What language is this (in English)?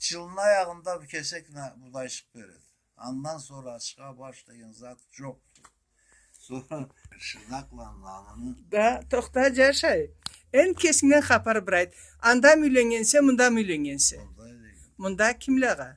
Karachay-Balkar